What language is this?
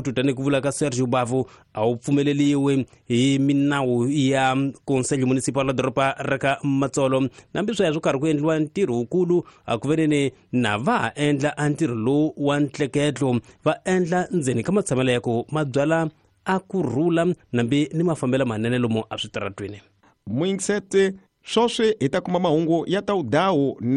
Tsonga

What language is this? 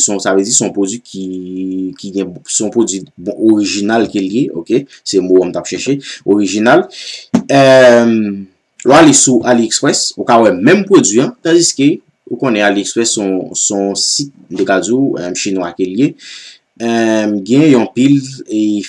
Haitian Creole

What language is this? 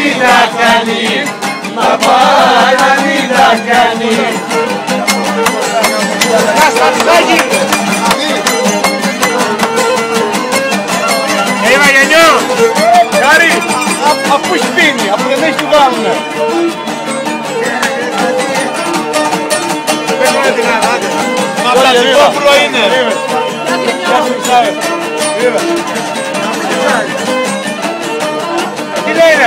Greek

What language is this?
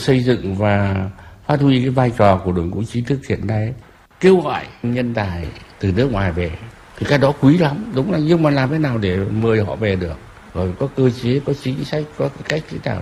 Vietnamese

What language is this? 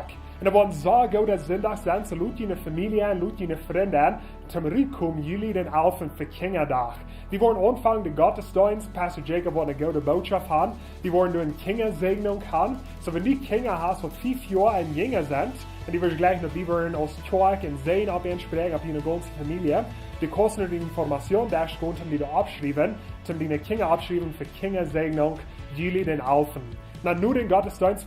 Plautdietsch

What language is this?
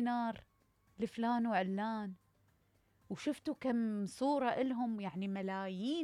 Mesopotamian Arabic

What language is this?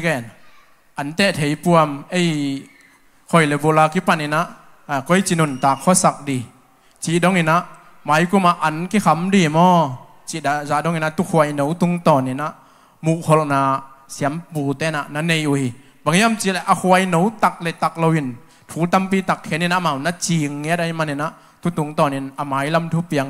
Tedim Chin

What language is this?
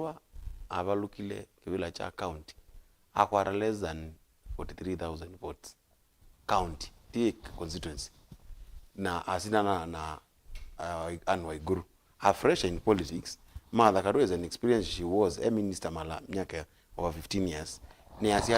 Kamba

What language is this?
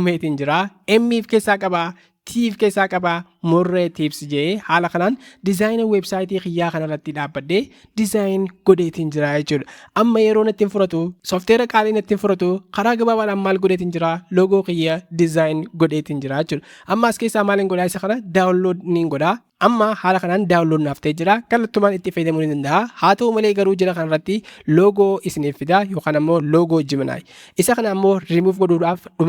Oromo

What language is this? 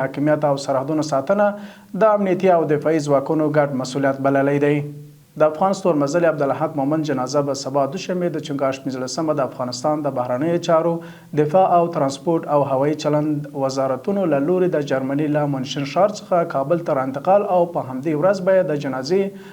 Pashto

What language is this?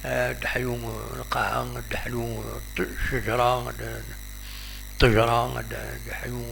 Kabyle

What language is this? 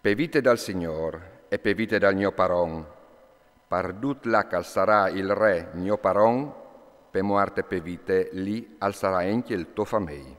Friulian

